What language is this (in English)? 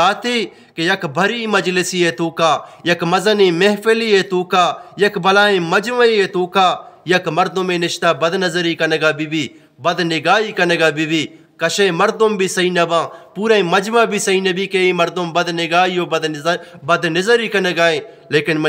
Eastern Balochi